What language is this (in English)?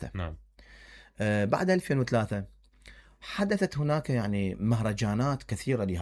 Mesopotamian Arabic